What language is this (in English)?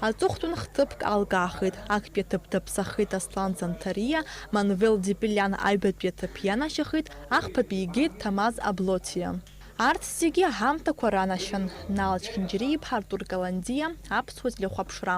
Abkhazian